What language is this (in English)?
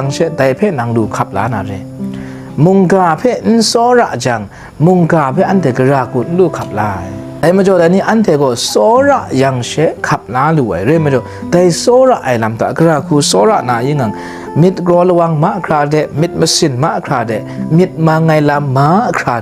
Kachin